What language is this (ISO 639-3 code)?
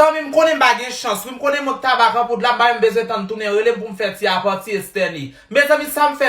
hat